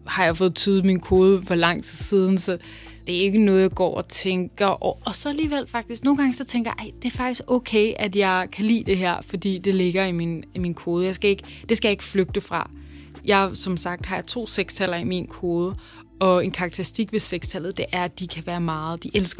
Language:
Danish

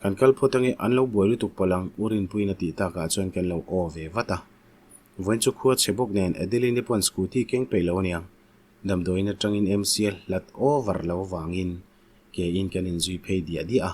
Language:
Mizo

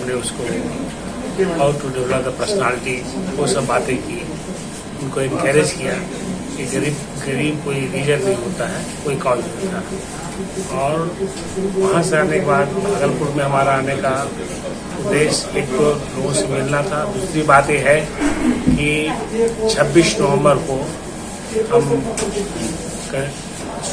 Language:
Hindi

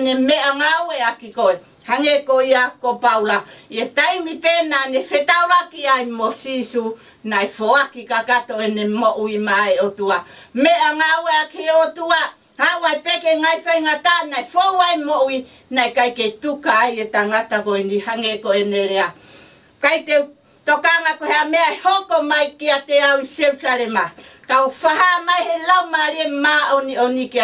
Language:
Tongan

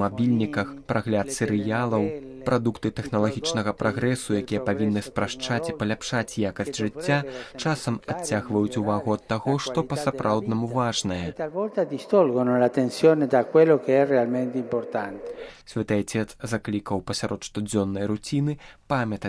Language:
Belarusian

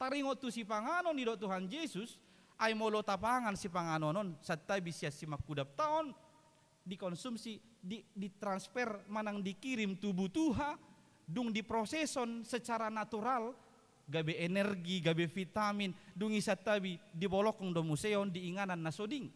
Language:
Batak Toba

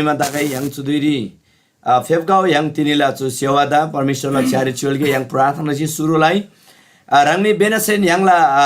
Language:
Eastern Tamang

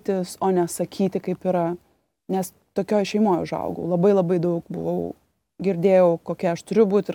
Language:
Lithuanian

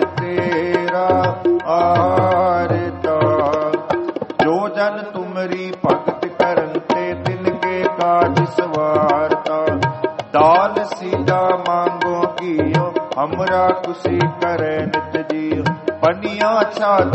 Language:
Punjabi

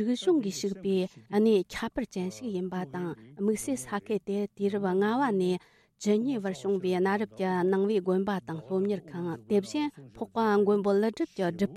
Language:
Tibetan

